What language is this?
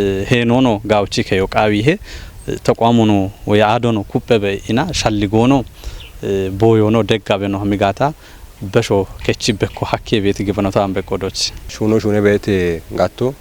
Kafa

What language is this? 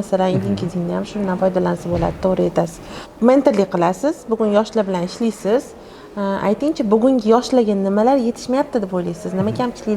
Uzbek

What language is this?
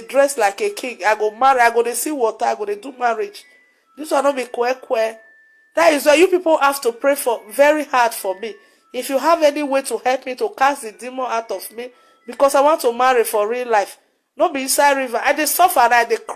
Nigerian Pidgin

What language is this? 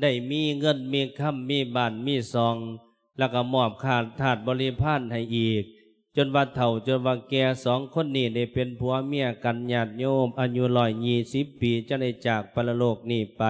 Lao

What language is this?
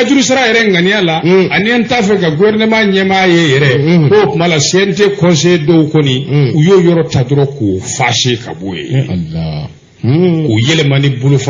Bambara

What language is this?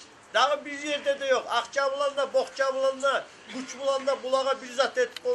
Kumyk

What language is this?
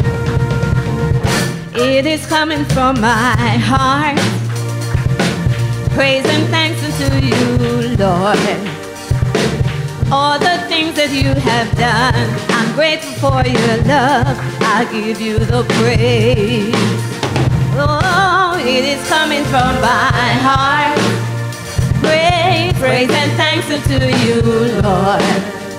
English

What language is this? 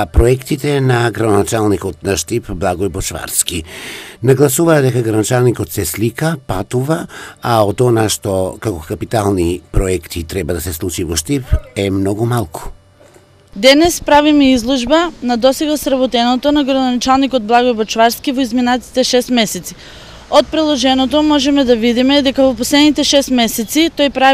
Macedonian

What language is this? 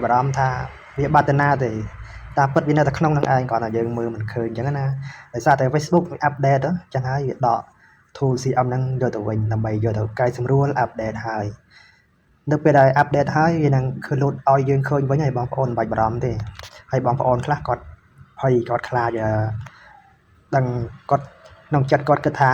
Khmer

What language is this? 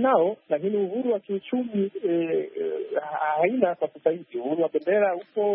Swahili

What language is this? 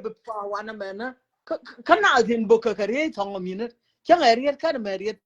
Nuer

